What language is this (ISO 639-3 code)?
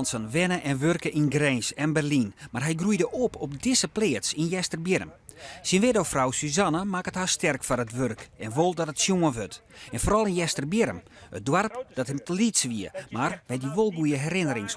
fry